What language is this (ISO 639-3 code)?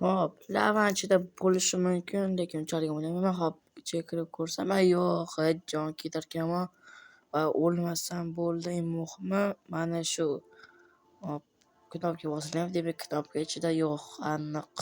uzb